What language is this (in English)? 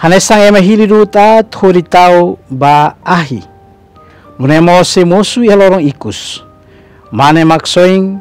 Tetum